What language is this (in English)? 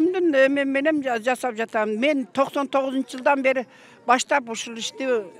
Kyrgyz